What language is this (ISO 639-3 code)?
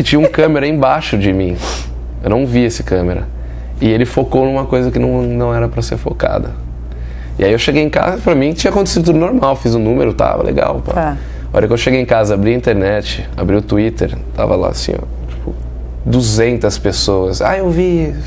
por